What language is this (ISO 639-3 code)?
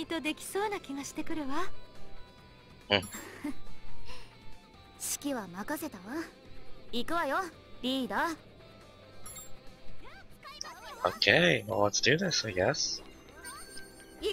jpn